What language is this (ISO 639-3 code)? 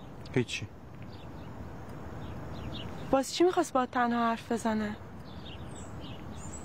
fas